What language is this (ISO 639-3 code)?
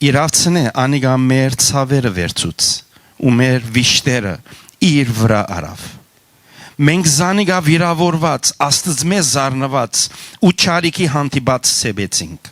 hyw